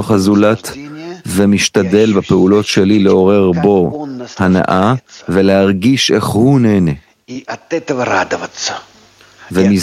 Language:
Hebrew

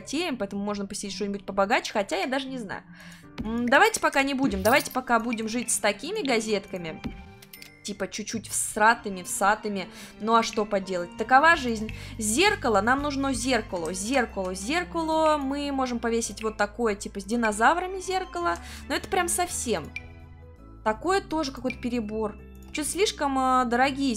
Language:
Russian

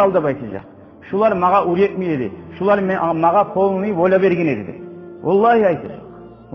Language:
Kumyk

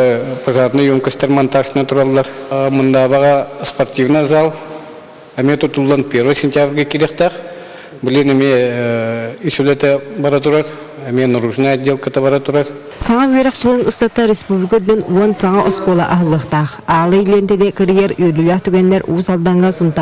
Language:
Yakut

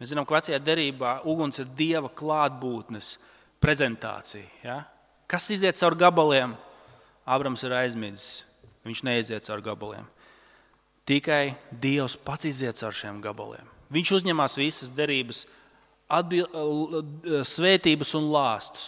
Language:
Latvian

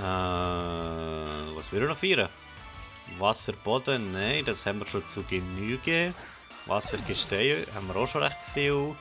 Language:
Swiss German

